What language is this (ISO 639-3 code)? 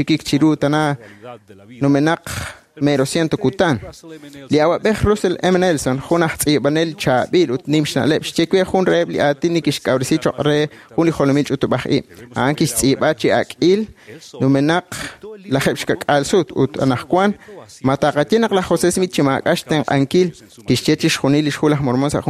kek